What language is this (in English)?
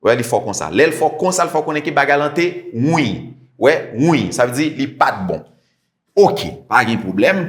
Haitian Creole